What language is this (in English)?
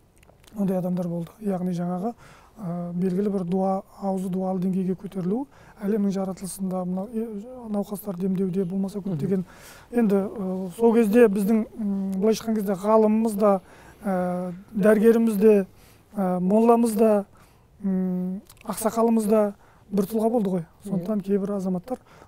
Kazakh